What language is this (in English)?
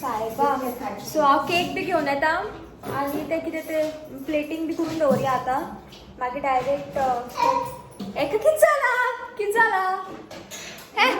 Konkani